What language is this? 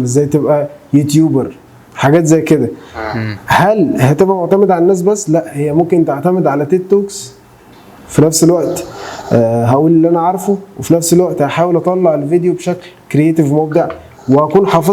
Egyptian Arabic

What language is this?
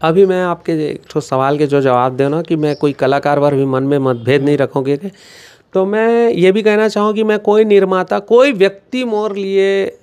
Chhattisgarhi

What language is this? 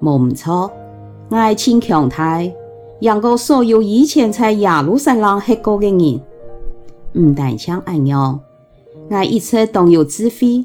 Hakka Chinese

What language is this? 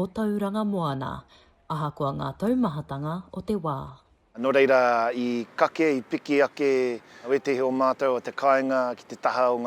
Māori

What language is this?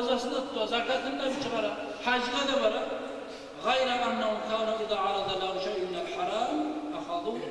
Kumyk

